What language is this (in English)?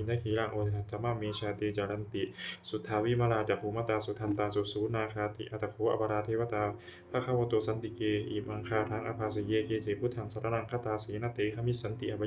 Pali